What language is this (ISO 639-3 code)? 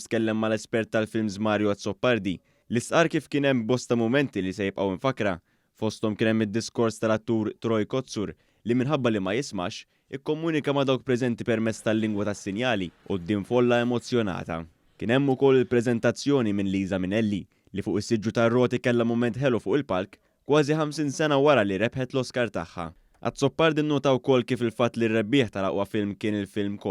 mlt